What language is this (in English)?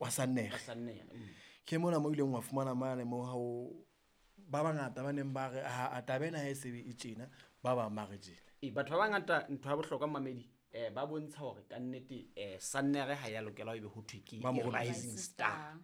Southern Sotho